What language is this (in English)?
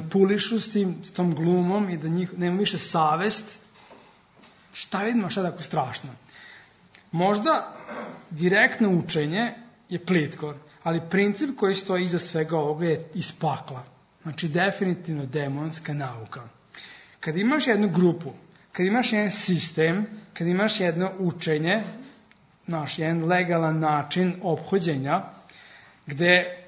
Serbian